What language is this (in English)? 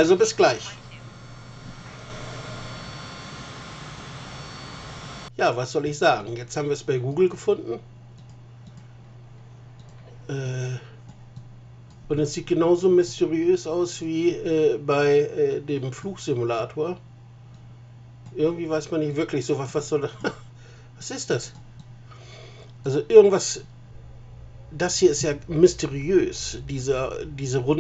German